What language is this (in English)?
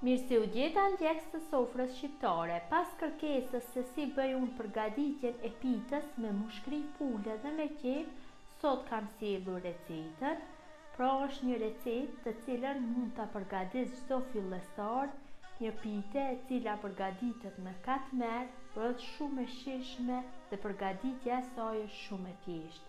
Albanian